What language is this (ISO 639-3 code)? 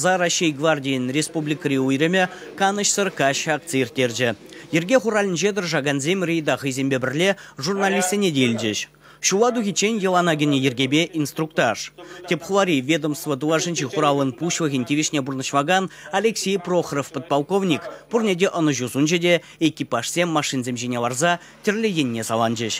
chv